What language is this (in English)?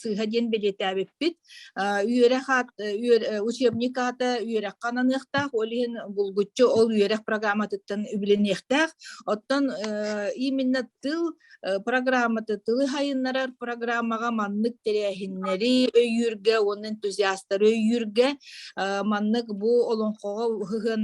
Yakut